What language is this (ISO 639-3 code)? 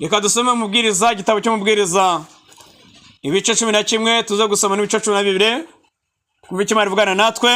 kin